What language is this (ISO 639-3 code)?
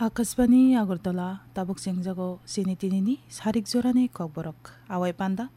trp